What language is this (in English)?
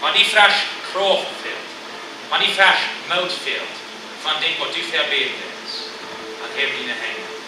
Plautdietsch